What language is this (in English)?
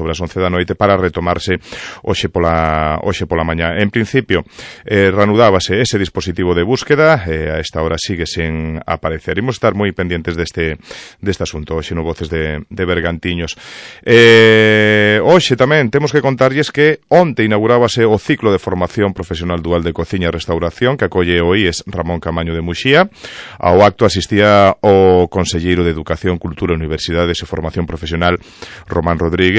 Galician